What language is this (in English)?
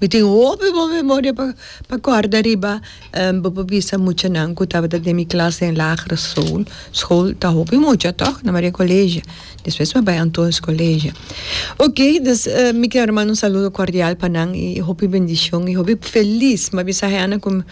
Papiamento